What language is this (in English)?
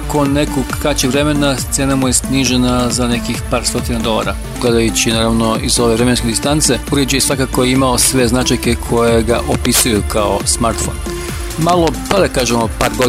Serbian